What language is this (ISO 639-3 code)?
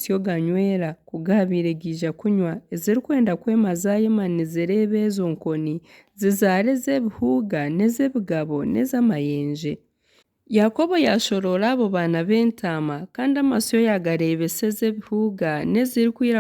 nyn